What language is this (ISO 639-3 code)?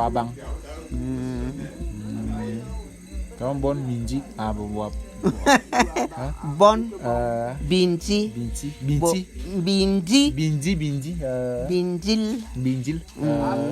bum